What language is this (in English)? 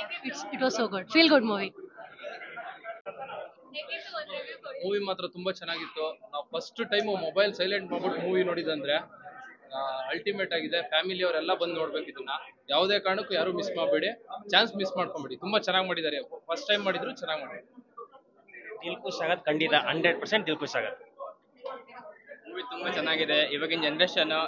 Kannada